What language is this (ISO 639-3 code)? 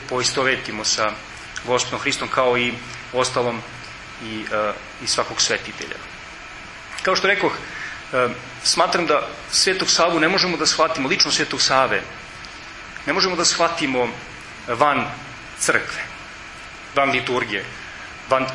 srp